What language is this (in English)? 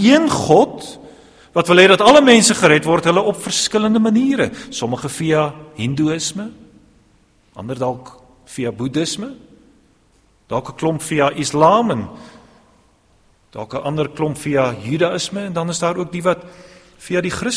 Afrikaans